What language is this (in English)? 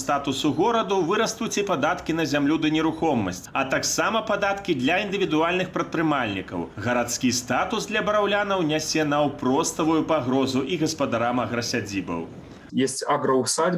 Belarusian